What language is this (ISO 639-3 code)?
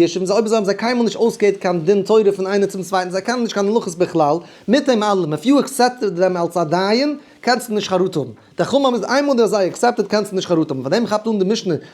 yid